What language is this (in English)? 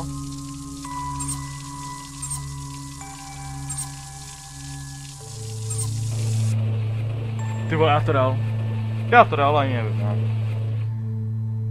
Czech